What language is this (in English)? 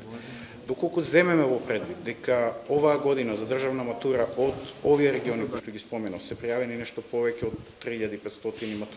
Macedonian